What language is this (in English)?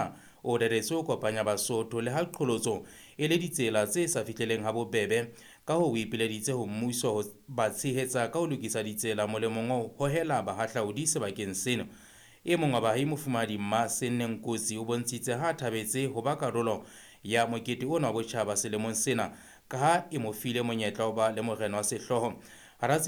Southern Sotho